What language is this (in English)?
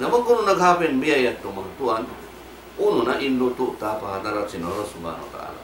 Tausug